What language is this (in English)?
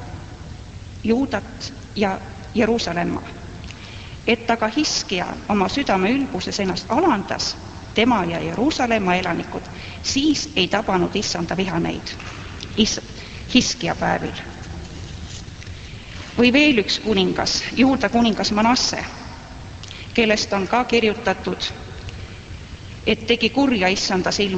Estonian